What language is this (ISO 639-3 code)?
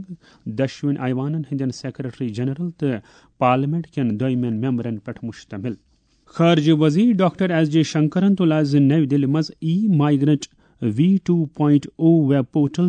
kas